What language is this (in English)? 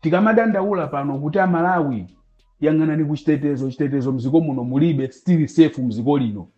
Nyanja